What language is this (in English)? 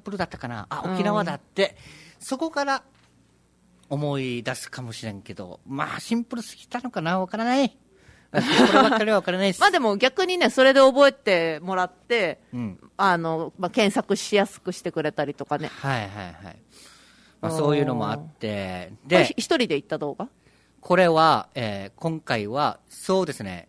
Japanese